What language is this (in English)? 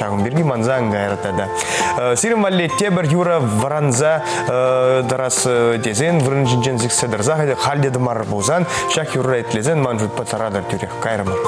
Chuvash